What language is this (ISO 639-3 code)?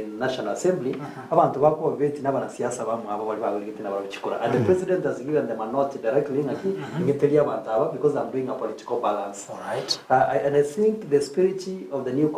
guz